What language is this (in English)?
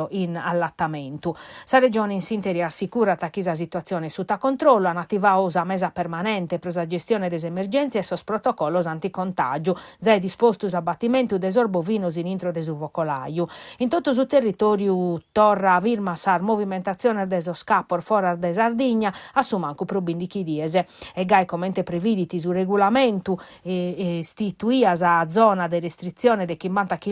Sardinian